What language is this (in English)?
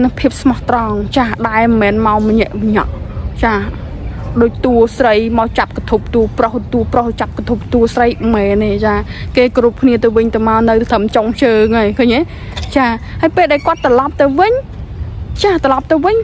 Khmer